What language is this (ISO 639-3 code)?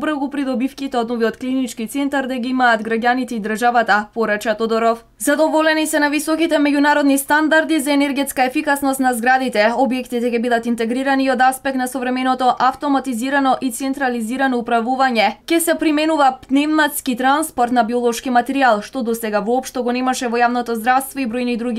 mkd